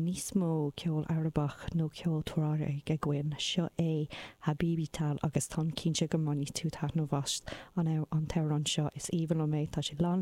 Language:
Irish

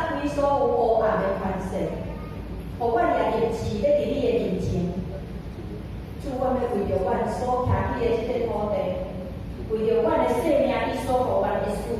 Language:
Min Nan Chinese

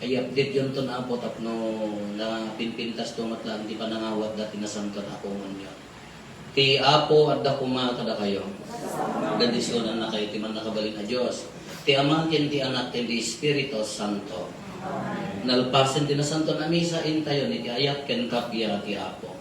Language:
Iloko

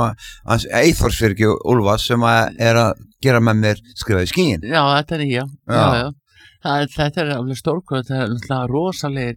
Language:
Icelandic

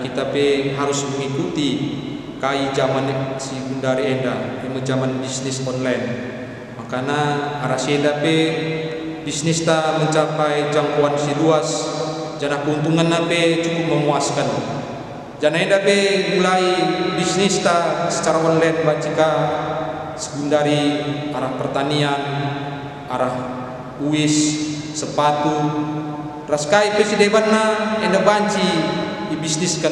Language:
Batak Karo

